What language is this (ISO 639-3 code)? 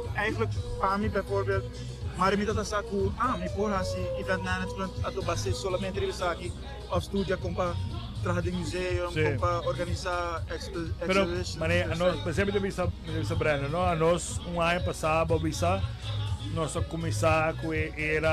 pap